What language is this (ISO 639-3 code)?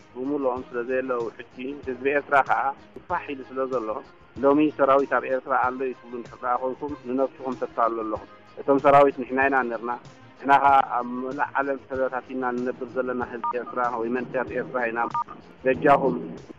tir